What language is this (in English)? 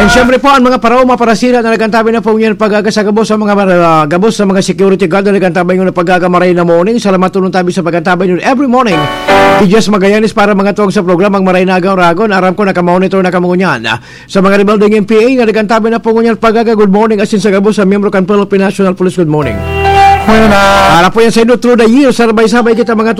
Bikol